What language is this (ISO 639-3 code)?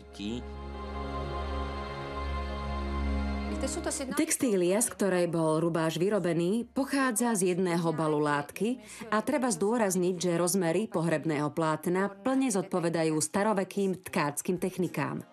slk